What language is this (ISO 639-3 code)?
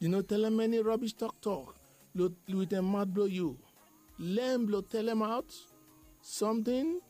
bis